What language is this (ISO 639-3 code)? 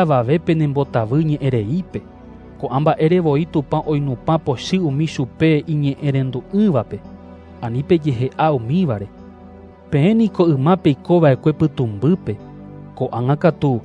grn